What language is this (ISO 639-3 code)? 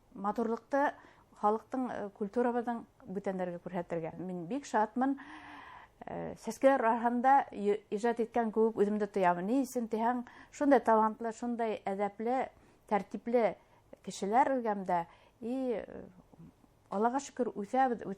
bak